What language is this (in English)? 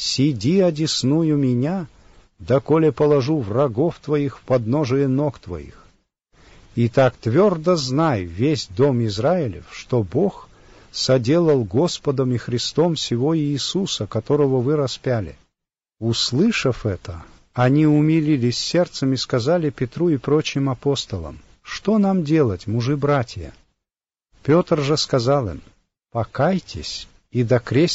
Russian